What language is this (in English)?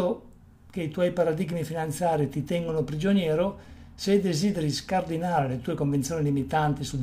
Italian